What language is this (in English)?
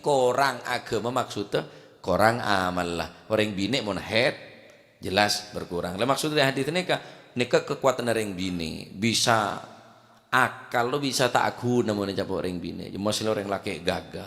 Madurese